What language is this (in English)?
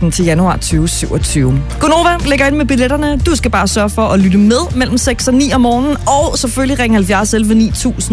Danish